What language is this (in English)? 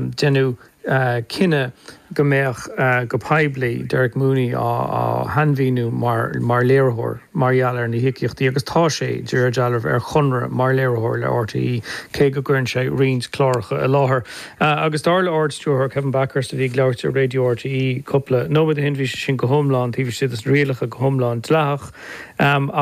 Irish